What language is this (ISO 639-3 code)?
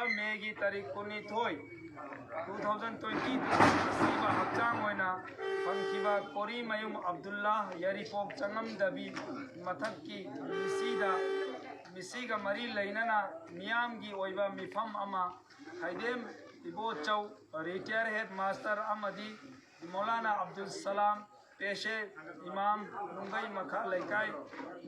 mni